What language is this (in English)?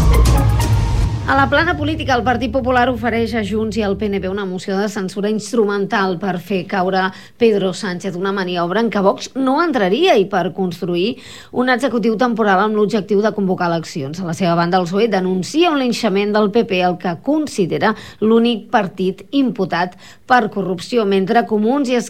Catalan